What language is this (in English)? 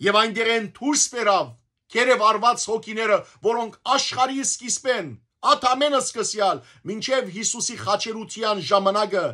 Western Armenian